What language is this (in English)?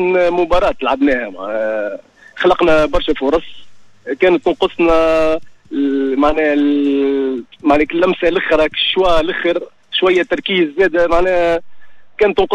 Tunisian Arabic